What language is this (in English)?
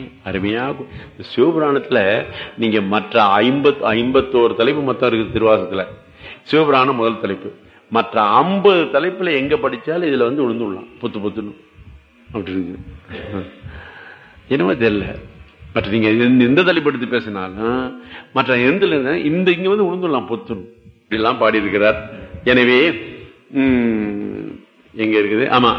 Tamil